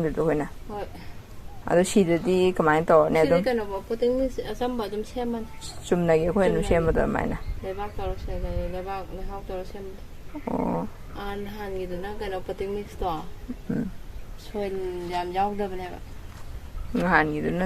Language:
Manipuri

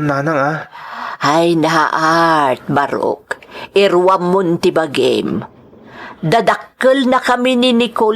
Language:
Iloko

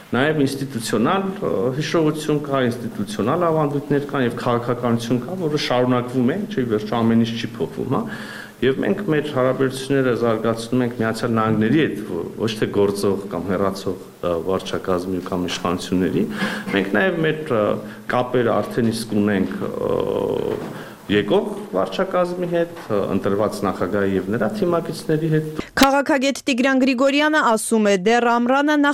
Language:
Armenian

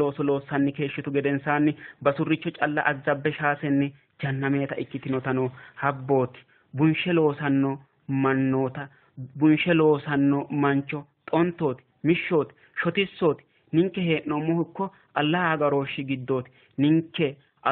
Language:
Sidamo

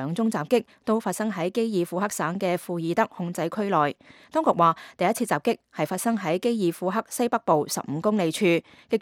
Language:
Cantonese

